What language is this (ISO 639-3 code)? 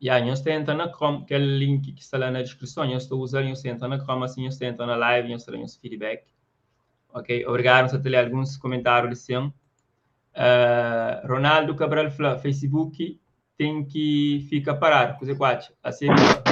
kea